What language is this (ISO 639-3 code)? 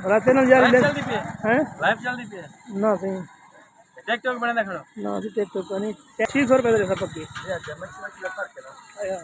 skr